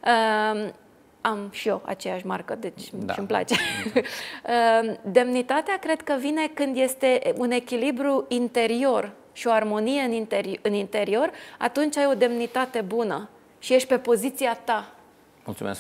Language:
Romanian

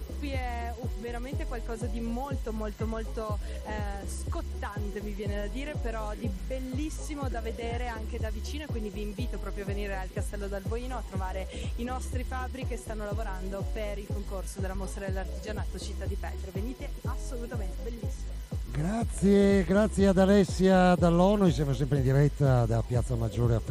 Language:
Italian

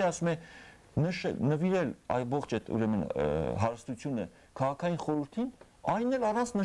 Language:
Armenian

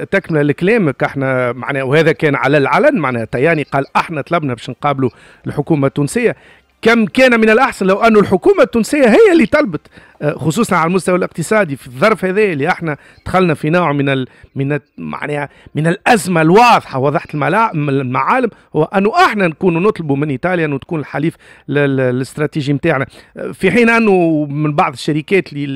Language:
Tunisian Arabic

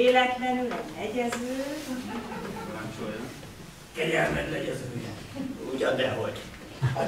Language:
Hungarian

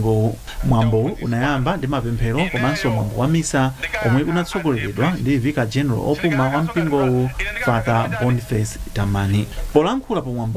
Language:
Nyanja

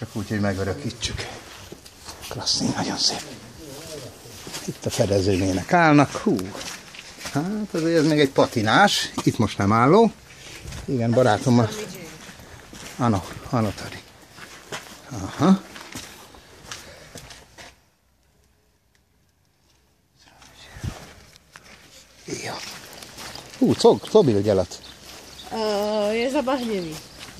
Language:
Hungarian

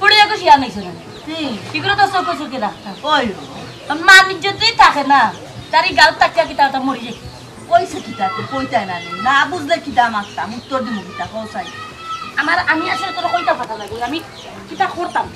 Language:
Sylheti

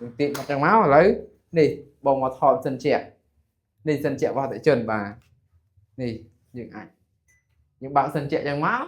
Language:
Khmer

